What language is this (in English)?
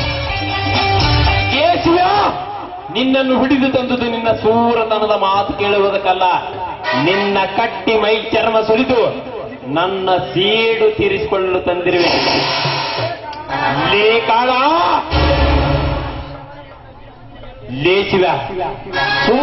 Kannada